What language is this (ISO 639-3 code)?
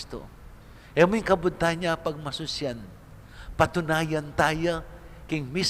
pam